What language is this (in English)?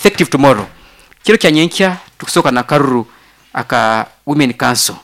Nyankole